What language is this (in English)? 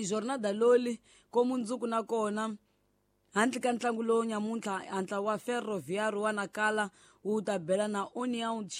Tsonga